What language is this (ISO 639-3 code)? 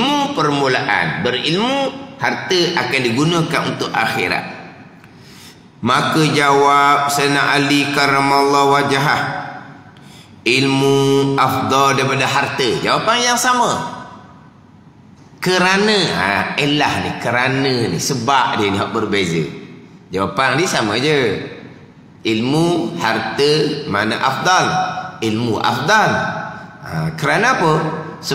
msa